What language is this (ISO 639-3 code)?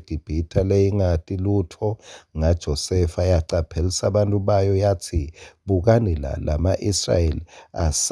ssw